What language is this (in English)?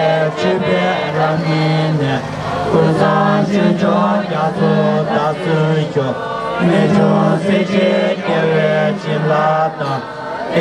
Tibetan